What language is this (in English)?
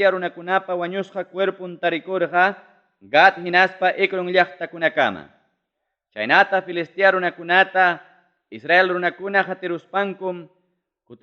Ayacucho Quechua